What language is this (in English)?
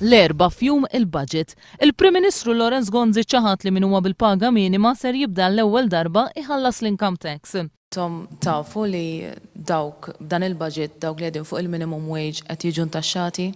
Maltese